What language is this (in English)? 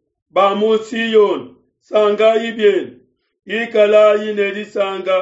Luba-Lulua